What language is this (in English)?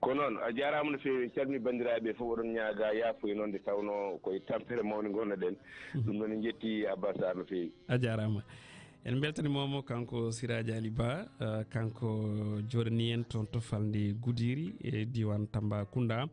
Fula